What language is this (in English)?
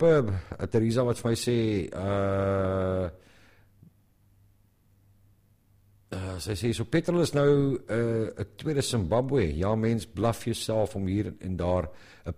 Afrikaans